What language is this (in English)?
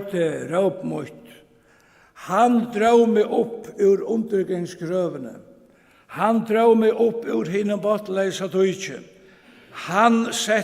Faroese